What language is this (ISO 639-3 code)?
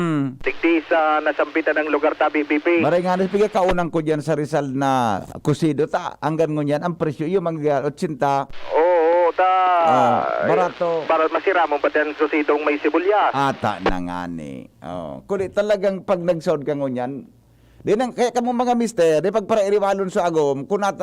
bik